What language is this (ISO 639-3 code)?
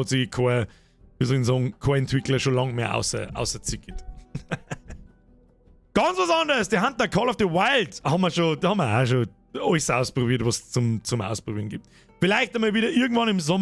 bar